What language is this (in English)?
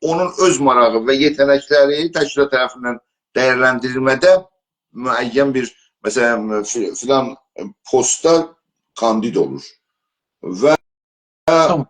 South Azerbaijani